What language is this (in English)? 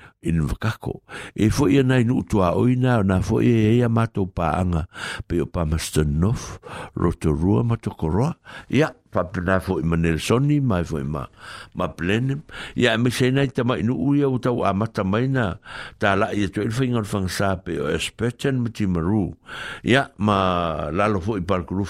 Samoan